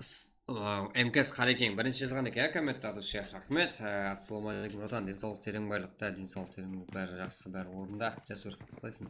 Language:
Kara-Kalpak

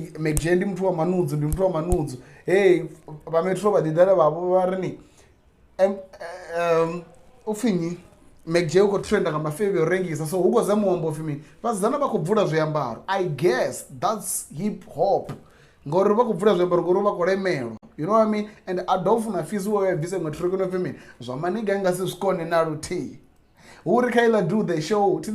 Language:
Venda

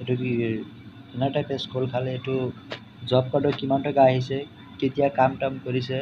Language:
Assamese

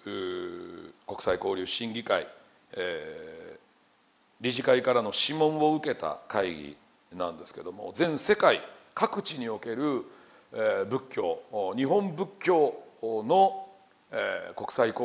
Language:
Japanese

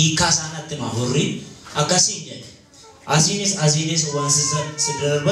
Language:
Oromo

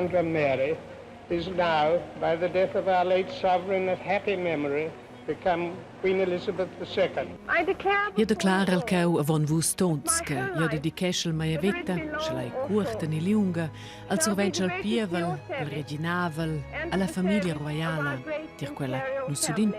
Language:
Romansh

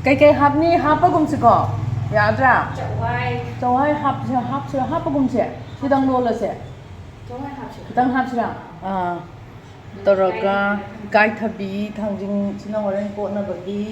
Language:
Manipuri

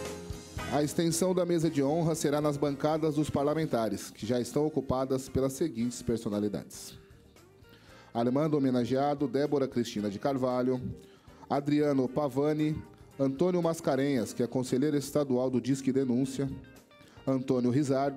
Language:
Portuguese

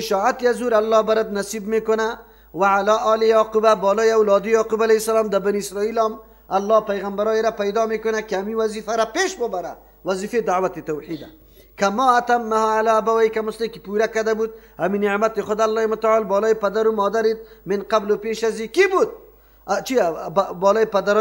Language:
Persian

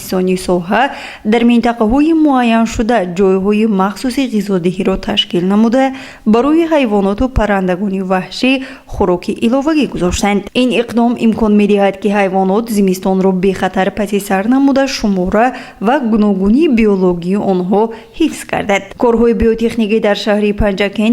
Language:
Tajik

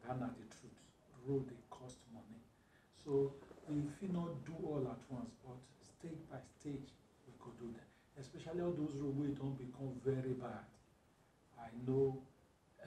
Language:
Nigerian Pidgin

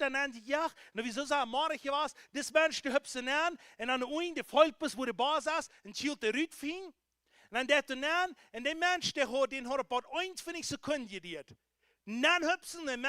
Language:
Plautdietsch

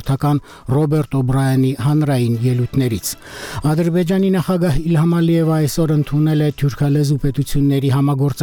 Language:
Armenian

